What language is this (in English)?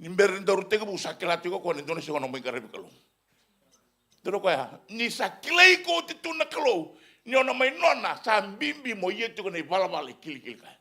Fijian